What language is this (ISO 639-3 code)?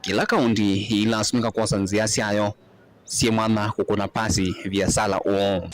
kam